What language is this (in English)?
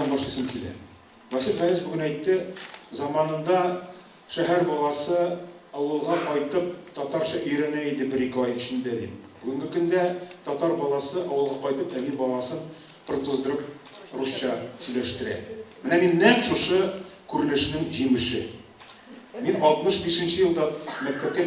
Tatar